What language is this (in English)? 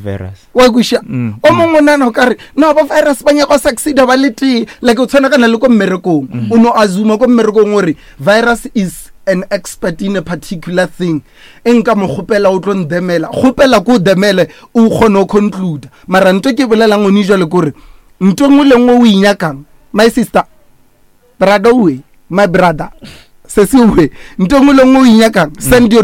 Northern Sotho